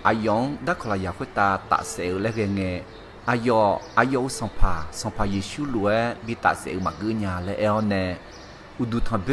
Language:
Akha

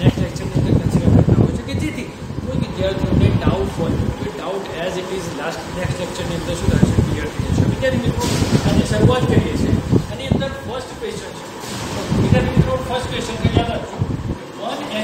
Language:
Gujarati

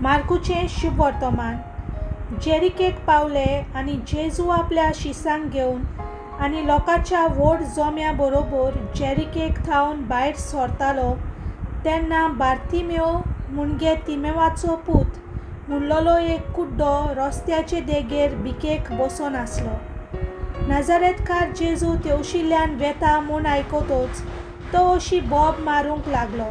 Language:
Konkani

